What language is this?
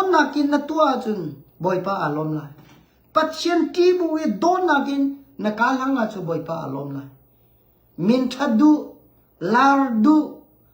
Hakha Chin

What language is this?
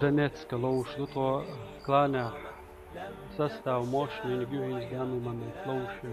Chechen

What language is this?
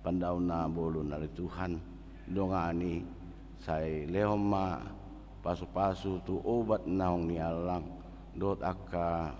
Batak Toba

